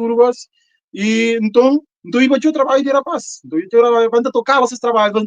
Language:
Kabuverdianu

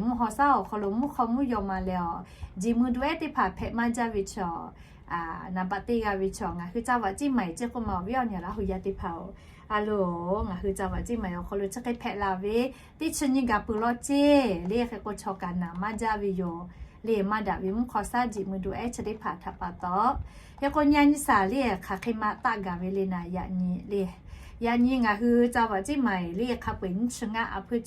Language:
Lahu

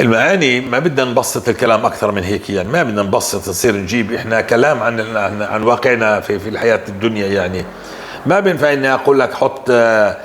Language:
North Levantine Arabic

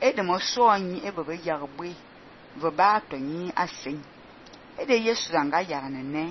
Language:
Fang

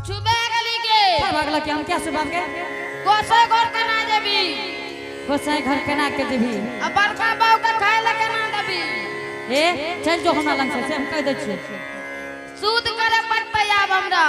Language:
Angika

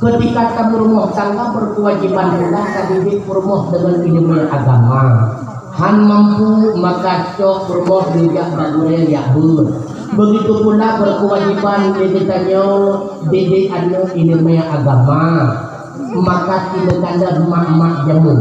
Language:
Achinese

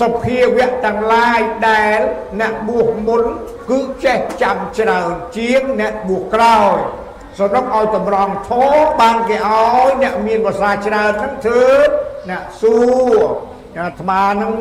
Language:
Khmer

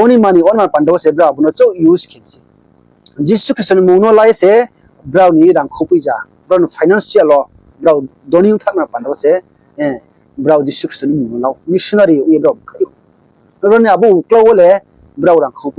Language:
Riang (India)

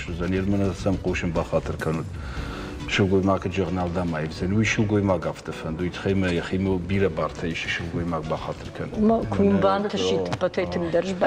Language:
Ossetic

